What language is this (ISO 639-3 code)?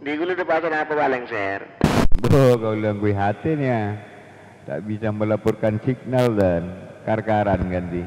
mad